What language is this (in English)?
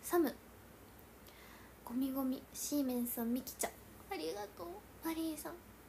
Japanese